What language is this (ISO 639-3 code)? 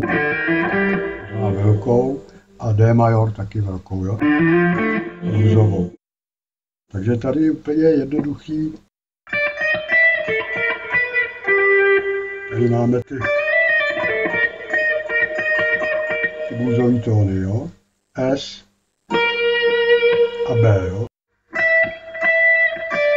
ces